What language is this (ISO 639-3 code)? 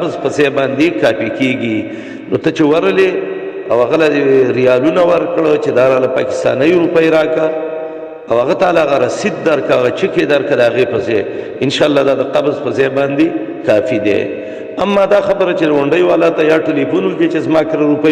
pus